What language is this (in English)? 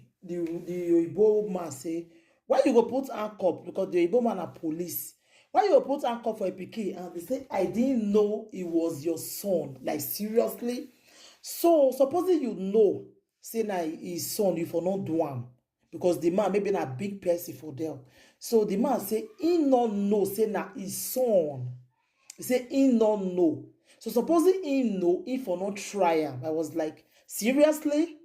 Nigerian Pidgin